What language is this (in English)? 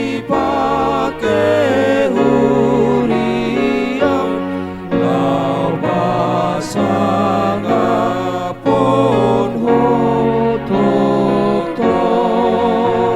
Batak Toba